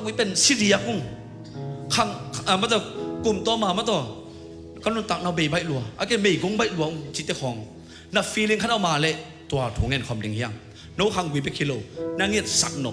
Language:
Tedim Chin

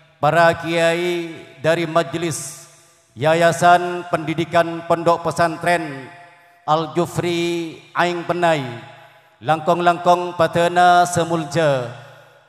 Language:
Madurese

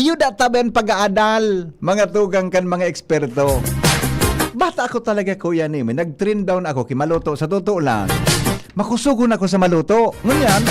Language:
Bikol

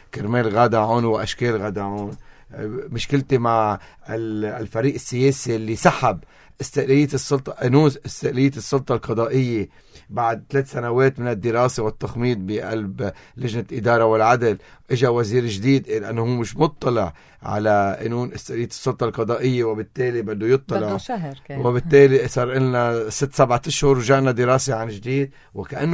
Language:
North Levantine Arabic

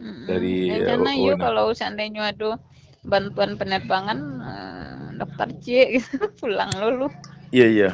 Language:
Minangkabau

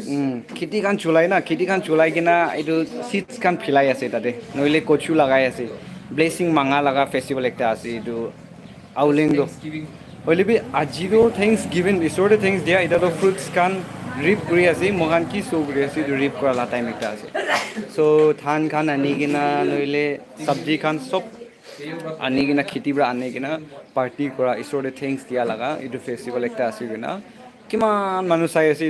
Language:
Naga Pidgin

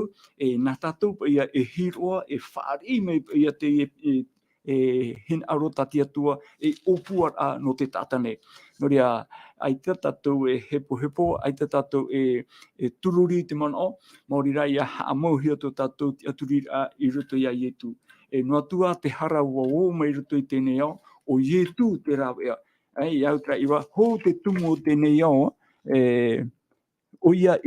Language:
Tahitian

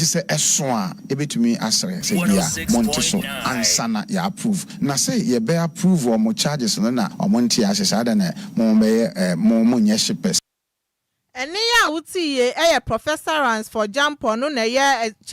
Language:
Akan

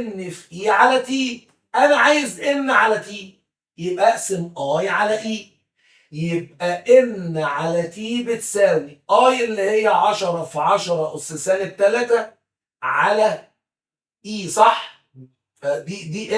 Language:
Egyptian Arabic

